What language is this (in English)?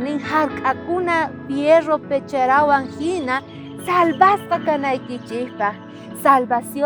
South Bolivian Quechua